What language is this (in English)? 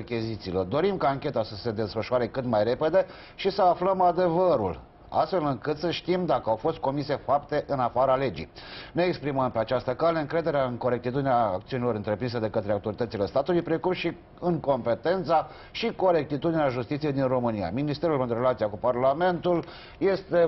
Romanian